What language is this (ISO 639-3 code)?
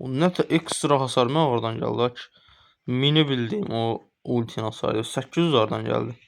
aze